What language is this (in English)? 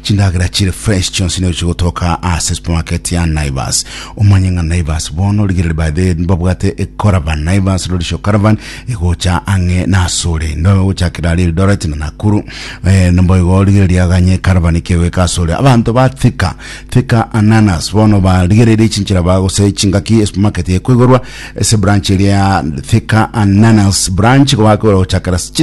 Gusii